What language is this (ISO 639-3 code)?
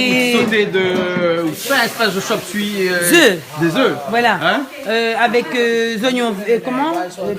rcf